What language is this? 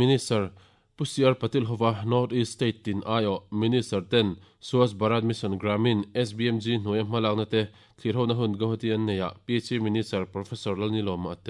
Mizo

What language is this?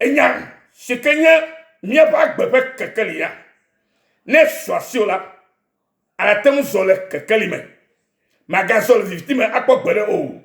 Ewe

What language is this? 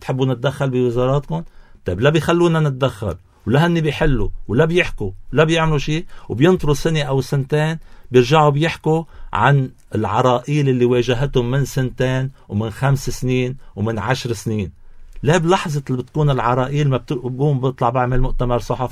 North Levantine Arabic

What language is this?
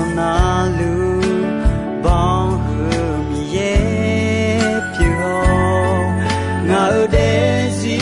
Akha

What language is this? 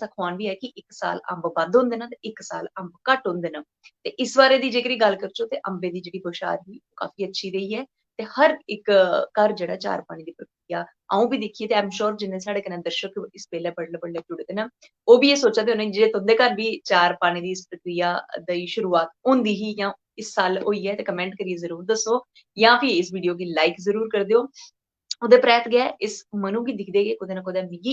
Dogri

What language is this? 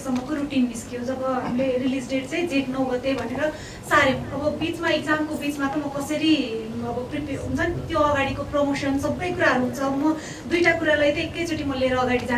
Nepali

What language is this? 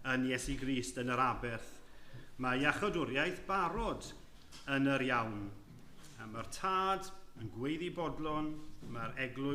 Welsh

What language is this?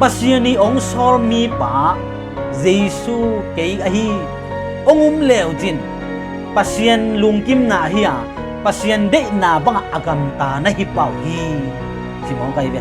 Tedim Chin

